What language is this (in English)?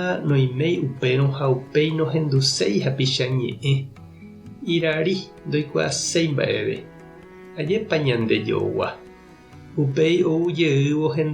Guarani